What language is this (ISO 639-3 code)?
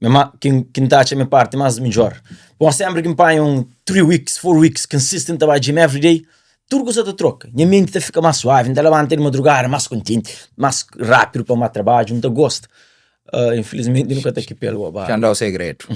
kea